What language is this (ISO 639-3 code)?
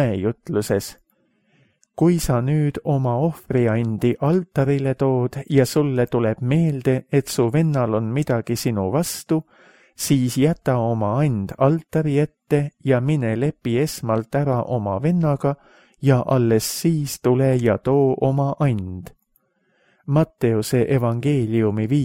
est